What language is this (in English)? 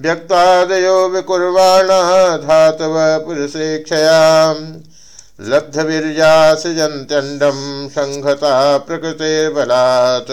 Sanskrit